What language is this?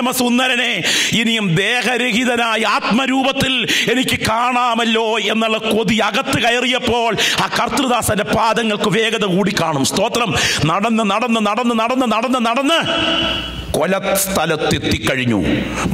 Malayalam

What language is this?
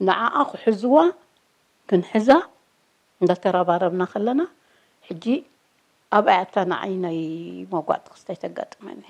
Tigrinya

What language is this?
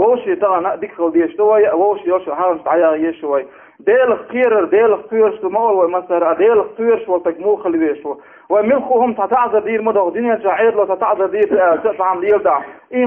Chechen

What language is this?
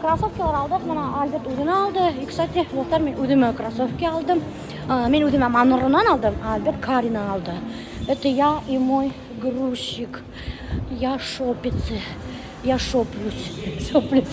Bashkir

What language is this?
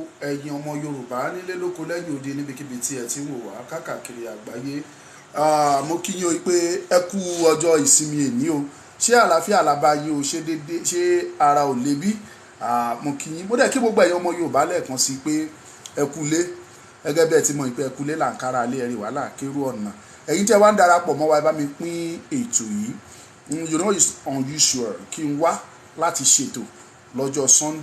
Yoruba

